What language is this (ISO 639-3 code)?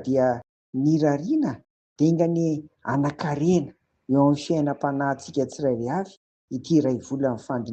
mlg